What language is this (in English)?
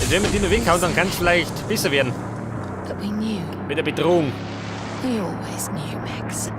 Bavarian